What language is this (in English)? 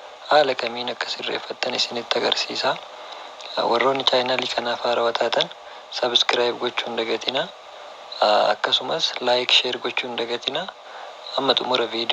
Oromo